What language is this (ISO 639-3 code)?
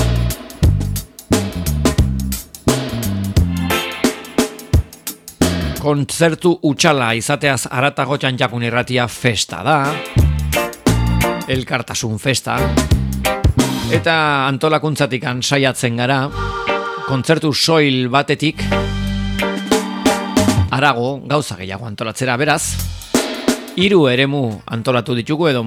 eus